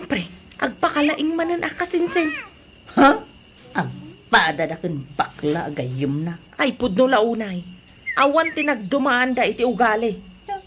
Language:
Iloko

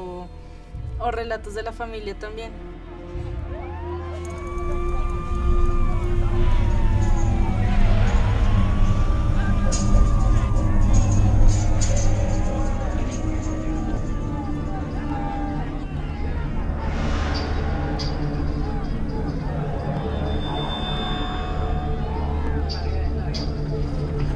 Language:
Spanish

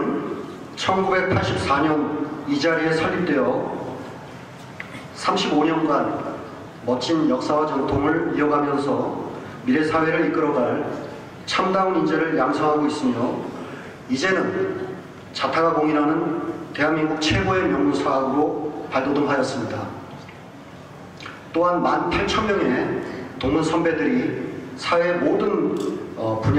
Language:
Korean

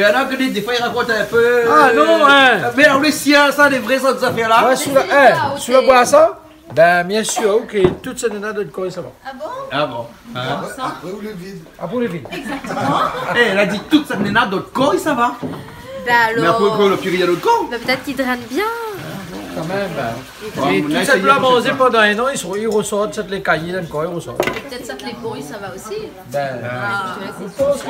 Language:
Réunion Creole French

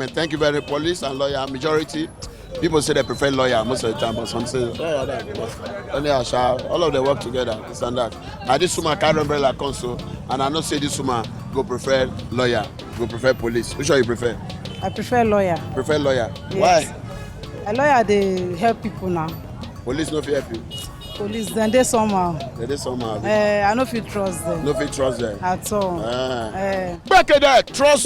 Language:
Nigerian Pidgin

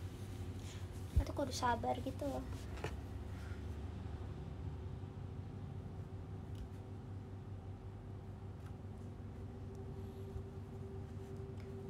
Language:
Indonesian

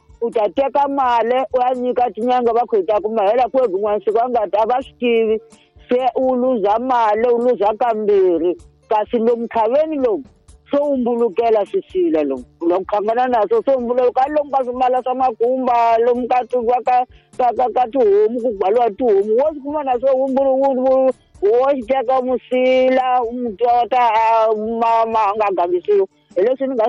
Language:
Tsonga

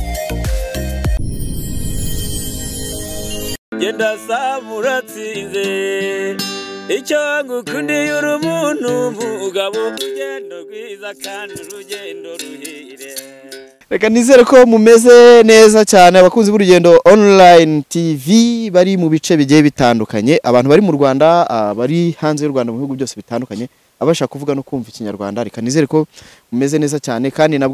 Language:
Kinyarwanda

